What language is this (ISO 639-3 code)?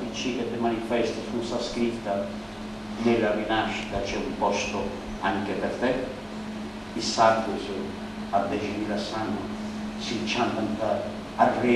srd